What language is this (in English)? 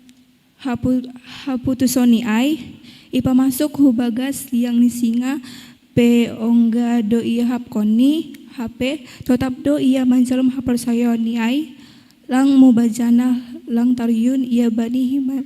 Batak Simalungun